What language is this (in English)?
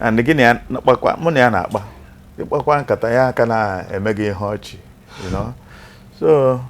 Igbo